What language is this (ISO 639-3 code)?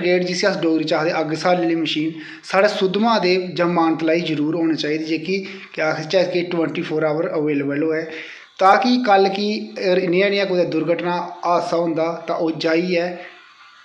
doi